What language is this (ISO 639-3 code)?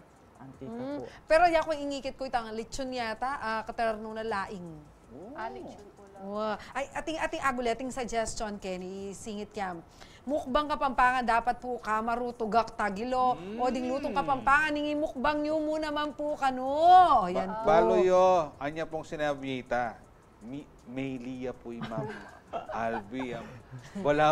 pam